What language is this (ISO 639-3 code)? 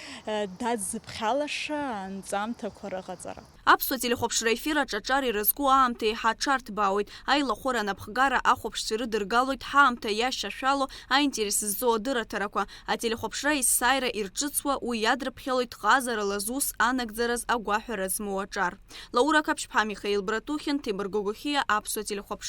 abk